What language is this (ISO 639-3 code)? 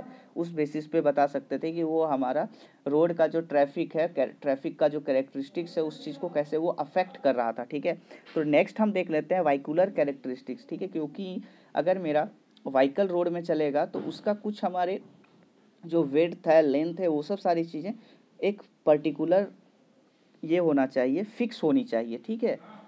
hin